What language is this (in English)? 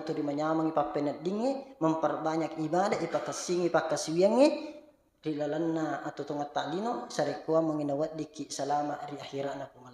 Buginese